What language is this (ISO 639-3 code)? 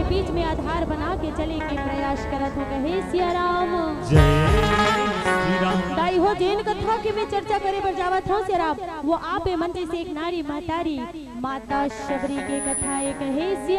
hne